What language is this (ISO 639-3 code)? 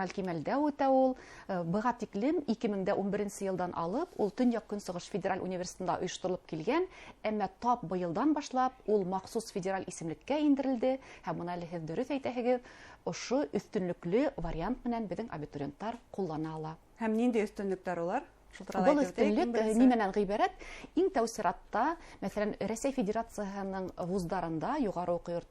bak